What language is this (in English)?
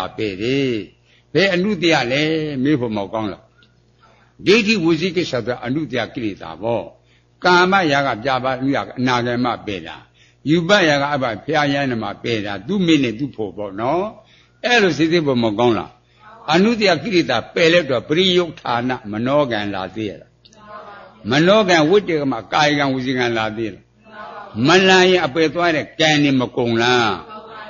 Burmese